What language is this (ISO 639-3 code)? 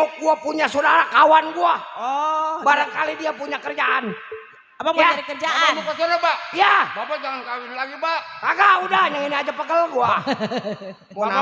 bew